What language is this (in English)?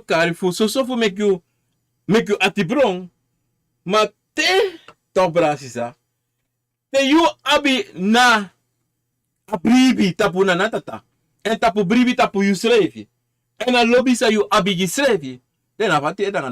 Sranan Tongo